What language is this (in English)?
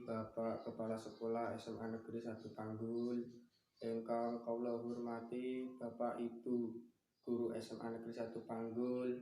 Javanese